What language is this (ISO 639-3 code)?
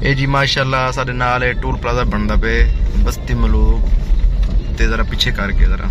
skr